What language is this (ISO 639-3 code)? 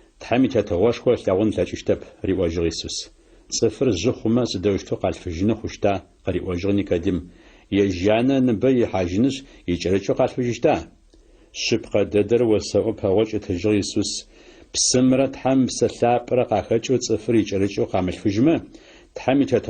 ady